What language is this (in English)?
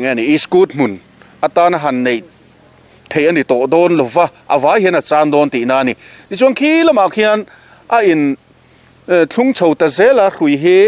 Mizo